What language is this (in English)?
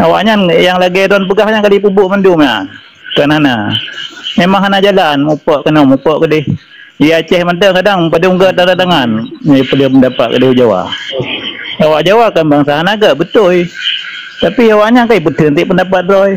Achinese